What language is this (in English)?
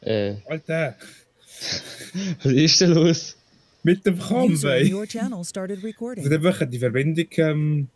Swiss German